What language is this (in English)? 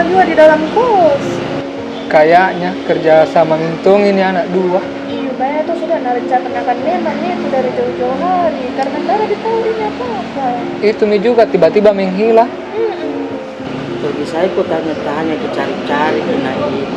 Makassar Malay